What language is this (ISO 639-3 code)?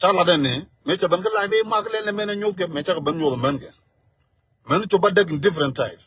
nus